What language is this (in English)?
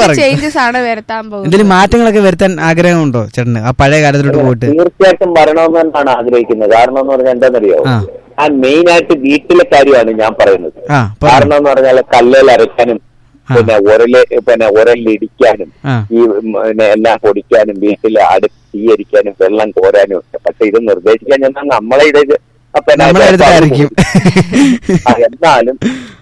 Malayalam